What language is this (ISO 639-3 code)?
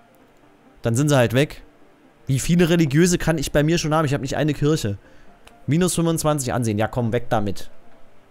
deu